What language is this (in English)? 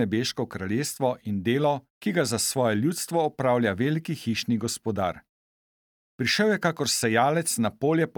Slovenian